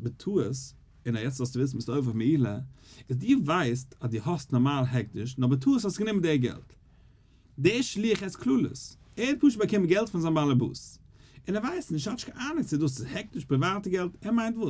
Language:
Yiddish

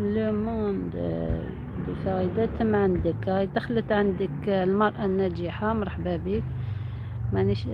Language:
Algerian Arabic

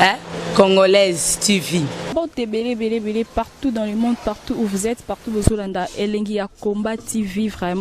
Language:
Lingala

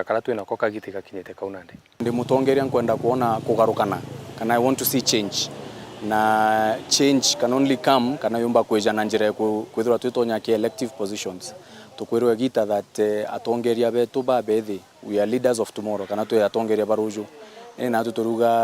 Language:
Meru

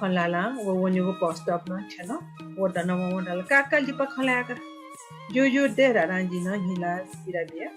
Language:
Newari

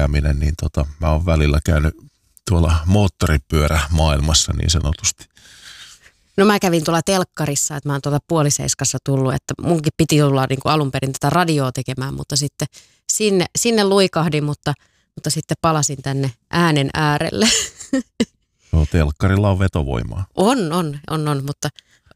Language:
Finnish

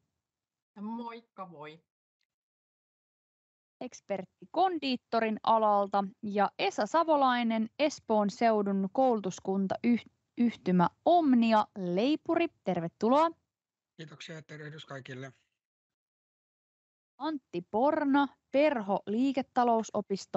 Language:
Finnish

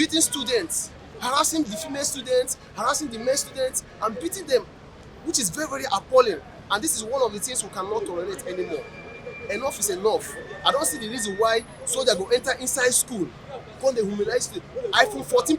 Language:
Nigerian Pidgin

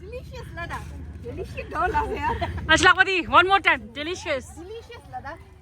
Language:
Tibetan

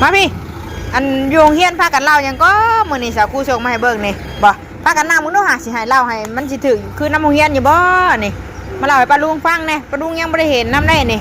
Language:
Northeastern Thai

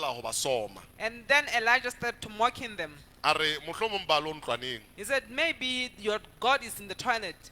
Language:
Southern Sotho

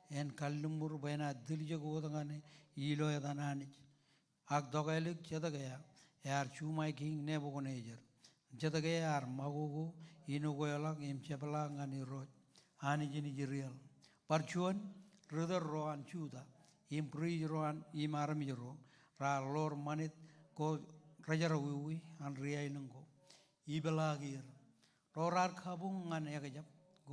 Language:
Marshallese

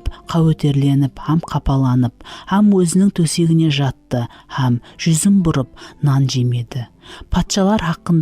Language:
Kara-Kalpak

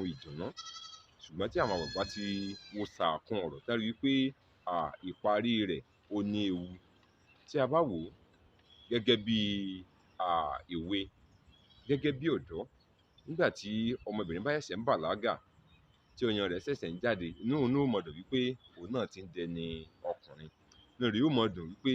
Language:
Yoruba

